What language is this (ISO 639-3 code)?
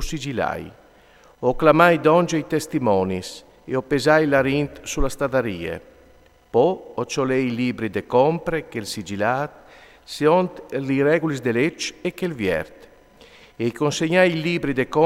fur